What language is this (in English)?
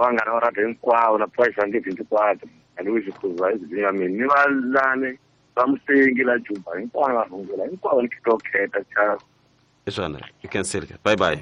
Tsonga